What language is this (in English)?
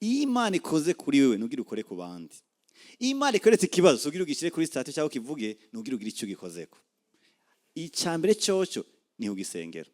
Rundi